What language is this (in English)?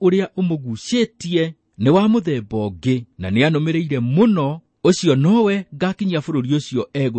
Kikuyu